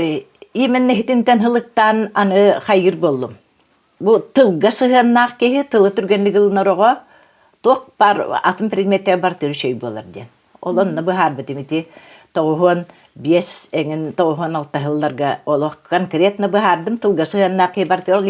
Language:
Yakut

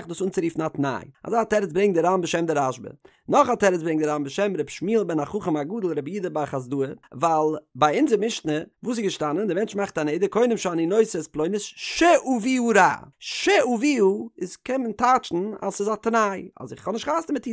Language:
Yiddish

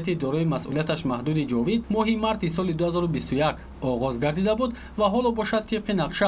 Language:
Tajik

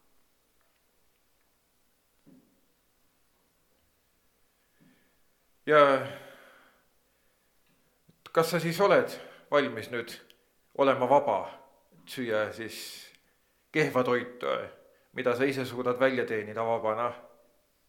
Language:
Estonian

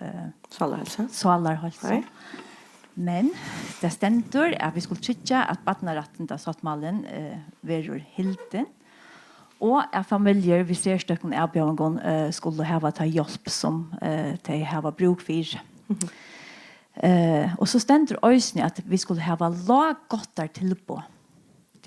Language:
Faroese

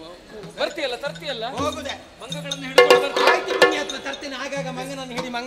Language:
Kannada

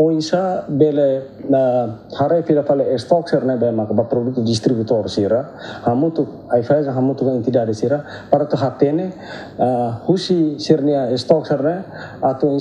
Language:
Tetum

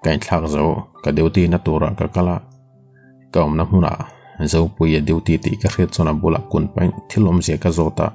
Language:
Mizo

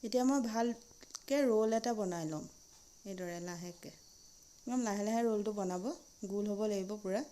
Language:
Assamese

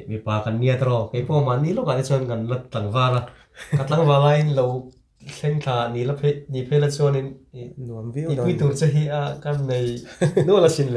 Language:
Mizo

